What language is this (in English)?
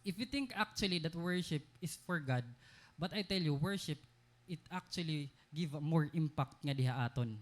Waray